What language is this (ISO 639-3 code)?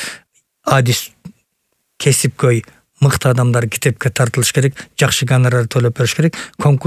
kir